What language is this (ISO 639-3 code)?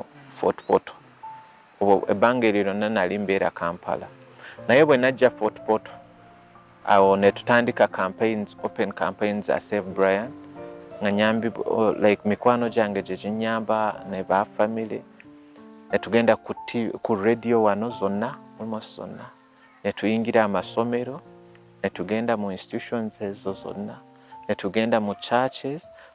lug